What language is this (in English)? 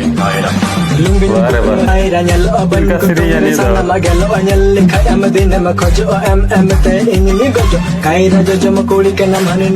Santali